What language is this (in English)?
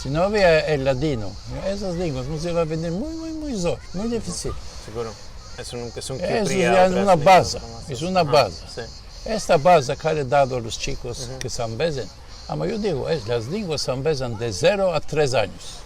Ladino